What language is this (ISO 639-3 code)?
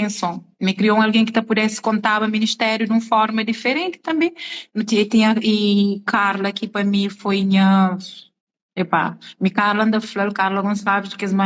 kea